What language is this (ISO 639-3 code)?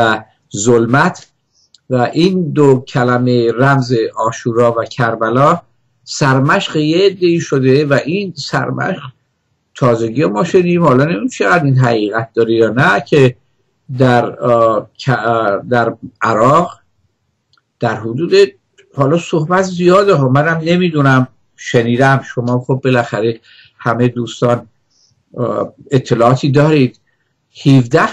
fas